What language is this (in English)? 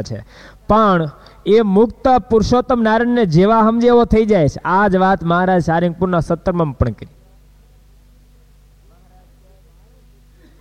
Gujarati